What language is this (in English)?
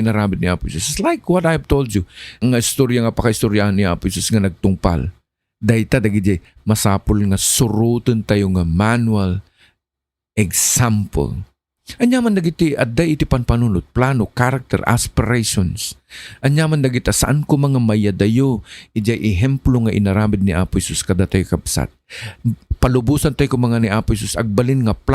Iloko